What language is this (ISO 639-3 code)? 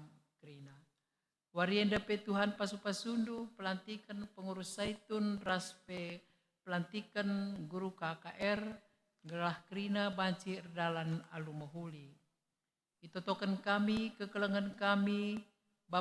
btx